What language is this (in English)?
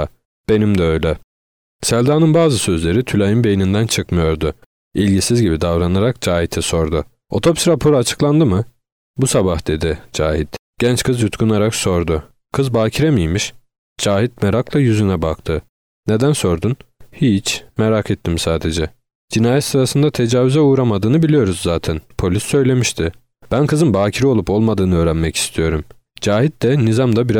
Turkish